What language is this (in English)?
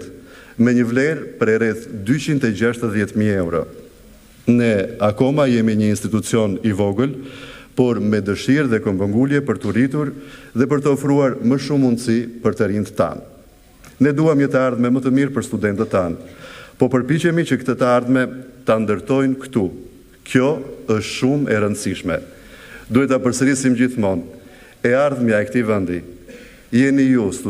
Albanian